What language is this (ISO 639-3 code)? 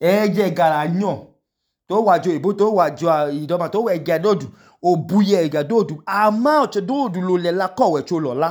idu